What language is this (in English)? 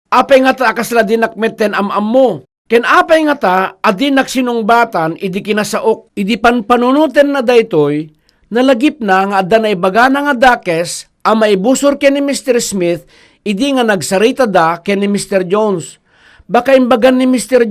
Iloko